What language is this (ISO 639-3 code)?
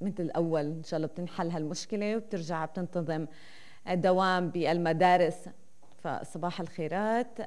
apc